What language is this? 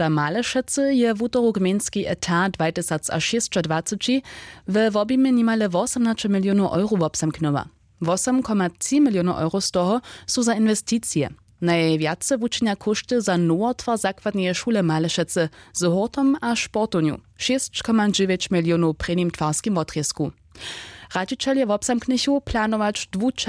Upper Sorbian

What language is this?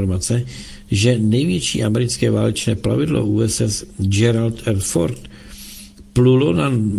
Czech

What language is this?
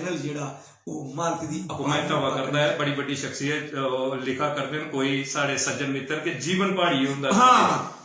Dogri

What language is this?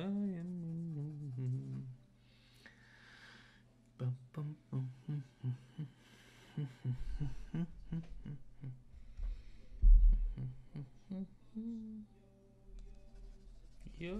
Norwegian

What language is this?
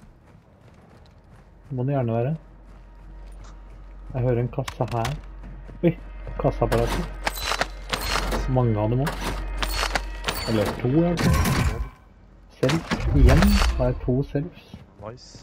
Norwegian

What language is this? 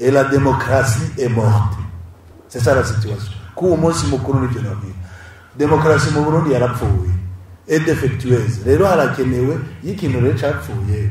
Rundi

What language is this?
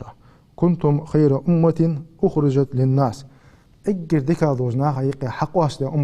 Ingush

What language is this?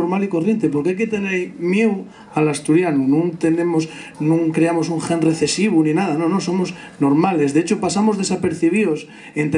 Asturian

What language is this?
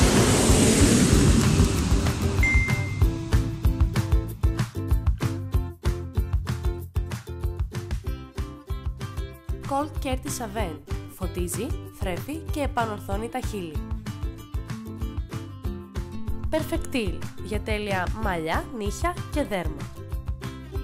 Greek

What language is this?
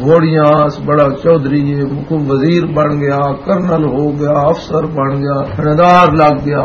Western Panjabi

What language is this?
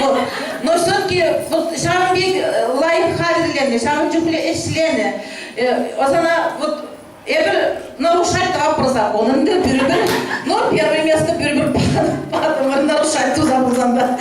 Chuvash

